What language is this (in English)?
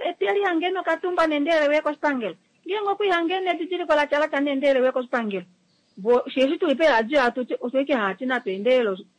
Kuanyama